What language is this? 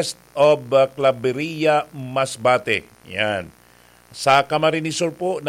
Bikol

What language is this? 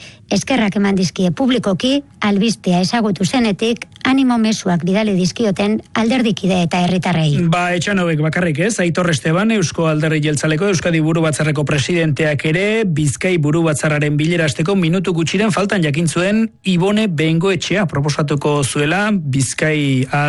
Basque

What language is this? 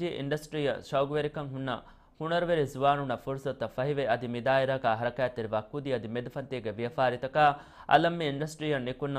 Divehi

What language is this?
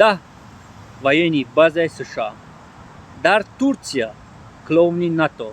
Tajik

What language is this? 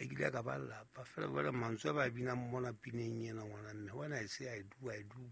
Southern Sotho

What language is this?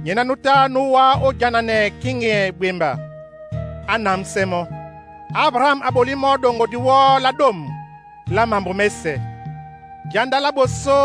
Duala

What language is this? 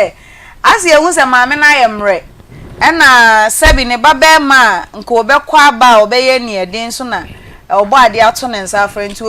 Akan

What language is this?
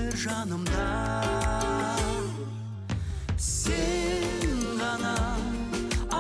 Kazakh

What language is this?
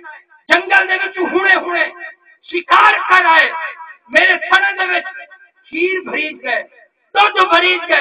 Saraiki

